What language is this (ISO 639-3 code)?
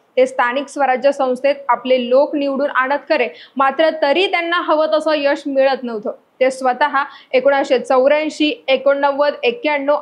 mar